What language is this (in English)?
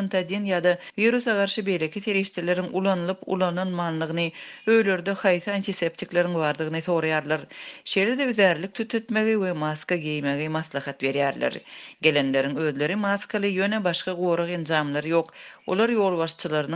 Turkmen